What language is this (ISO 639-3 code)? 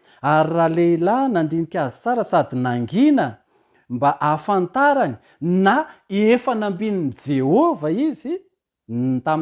mlg